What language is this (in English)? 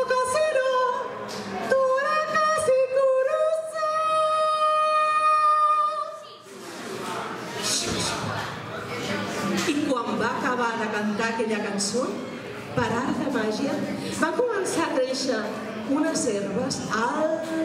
Catalan